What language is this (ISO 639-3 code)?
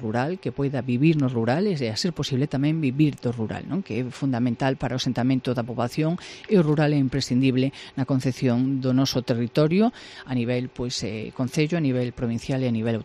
glg